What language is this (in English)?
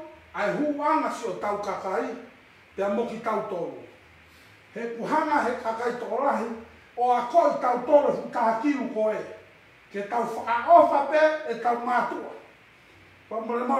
Tongan